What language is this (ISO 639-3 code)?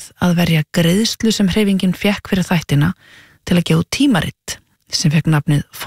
isl